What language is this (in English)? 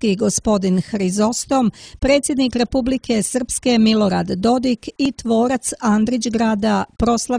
Serbian